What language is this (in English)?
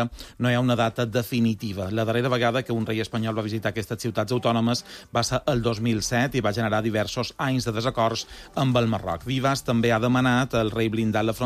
Catalan